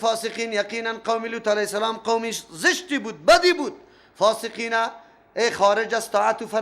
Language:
Persian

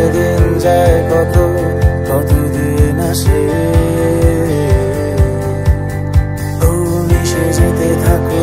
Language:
Bangla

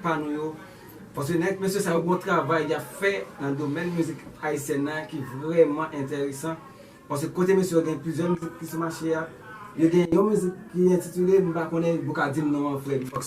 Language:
Haitian Creole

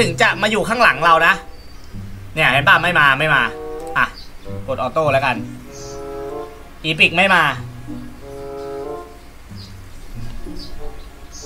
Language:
Thai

